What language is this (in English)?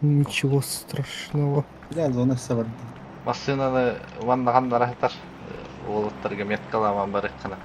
Yakut